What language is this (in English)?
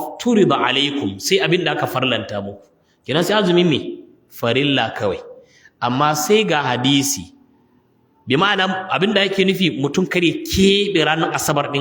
Hausa